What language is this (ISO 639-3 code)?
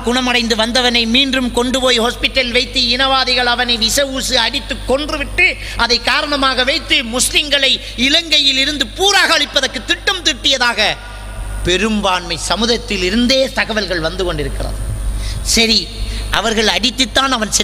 tam